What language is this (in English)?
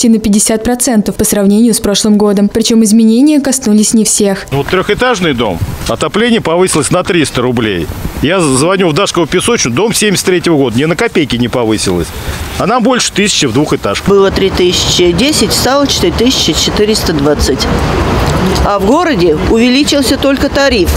Russian